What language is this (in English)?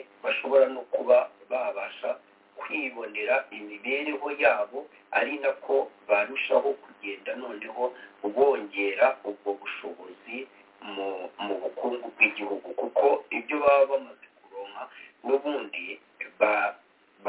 Kinyarwanda